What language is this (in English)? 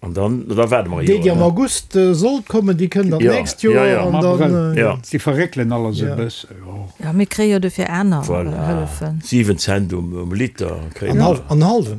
Luxembourgish